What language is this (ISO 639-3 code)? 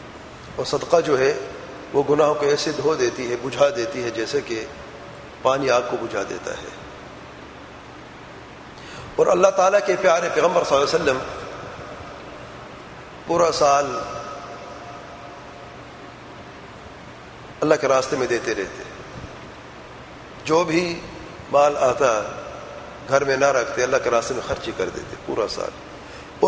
urd